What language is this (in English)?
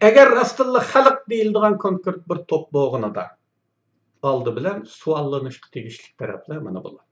Uyghur